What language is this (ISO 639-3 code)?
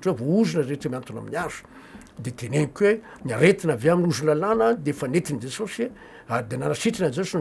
mlg